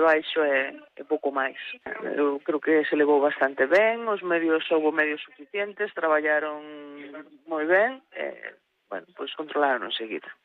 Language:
Galician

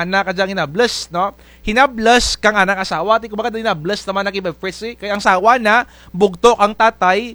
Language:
Kinaray-a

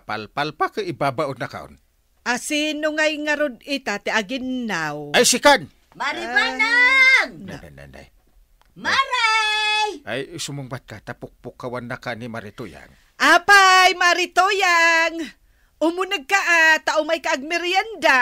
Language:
Iloko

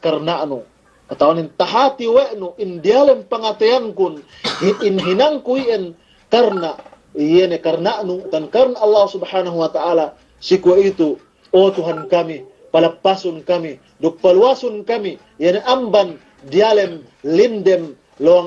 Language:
Yakan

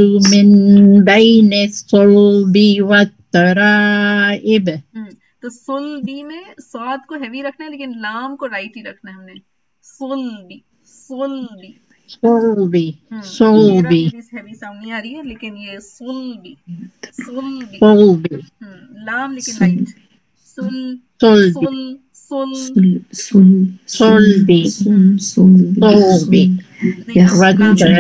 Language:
Urdu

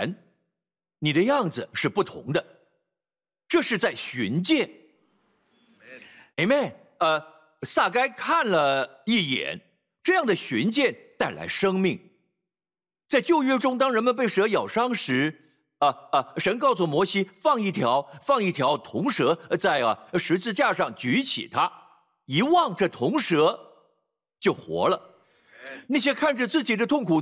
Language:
Chinese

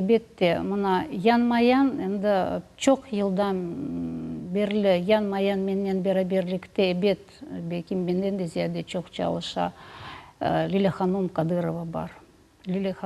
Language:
Crimean Tatar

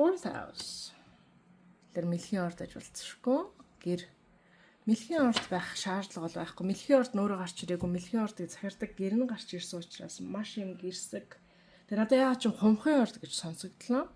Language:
Mongolian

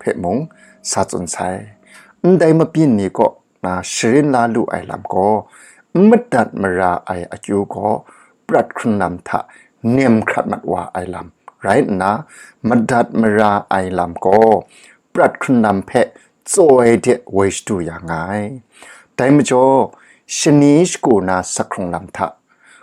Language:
Kachin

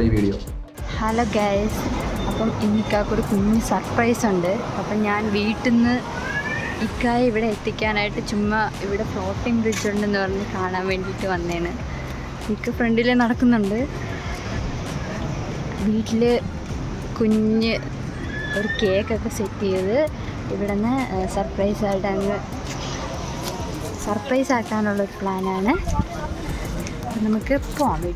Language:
Malayalam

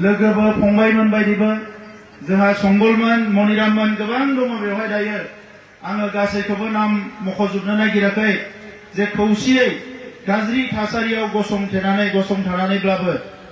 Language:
Bodo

